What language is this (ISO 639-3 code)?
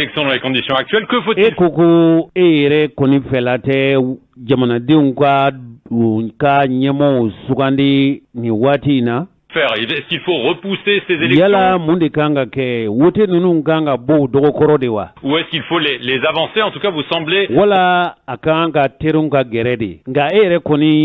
bam